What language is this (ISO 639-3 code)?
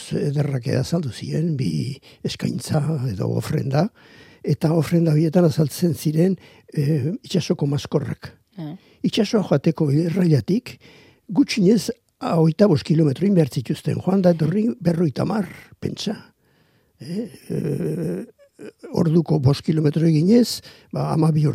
eus